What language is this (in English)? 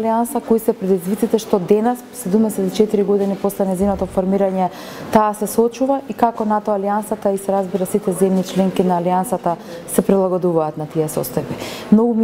Macedonian